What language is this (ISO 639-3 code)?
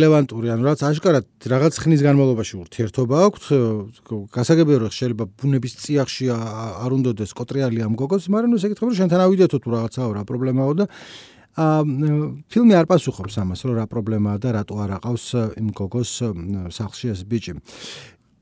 kat